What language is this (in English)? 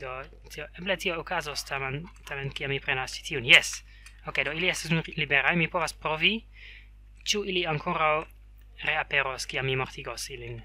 Esperanto